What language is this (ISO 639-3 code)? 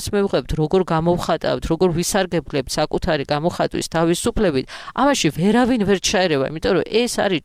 kat